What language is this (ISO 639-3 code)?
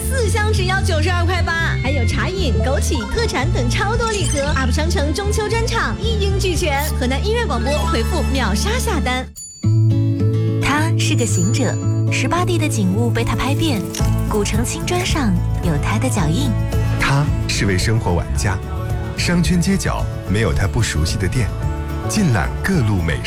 zho